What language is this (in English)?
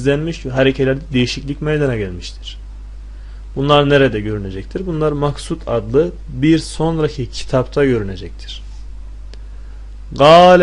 Turkish